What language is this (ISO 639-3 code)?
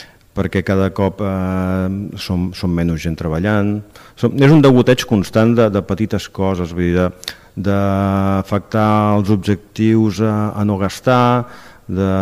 cat